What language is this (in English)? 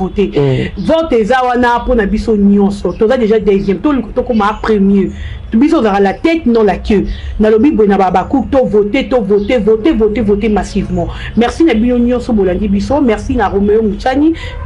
Lingala